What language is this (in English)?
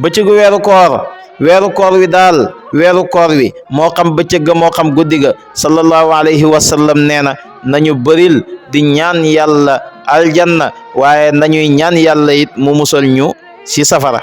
Wolof